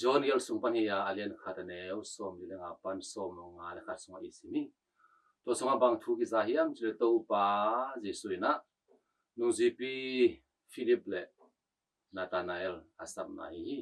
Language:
Tedim Chin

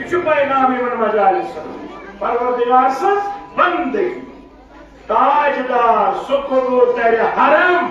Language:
Kashmiri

